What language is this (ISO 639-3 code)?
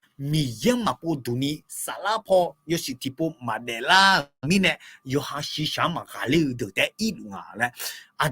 ahk